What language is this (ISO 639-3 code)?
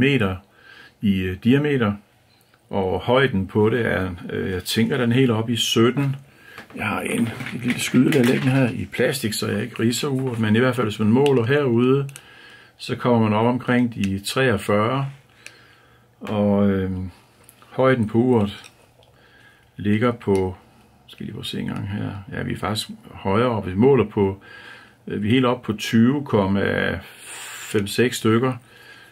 dan